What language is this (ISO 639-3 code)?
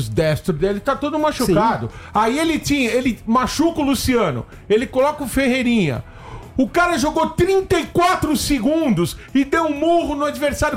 por